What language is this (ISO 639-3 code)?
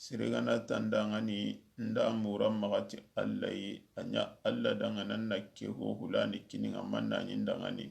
snk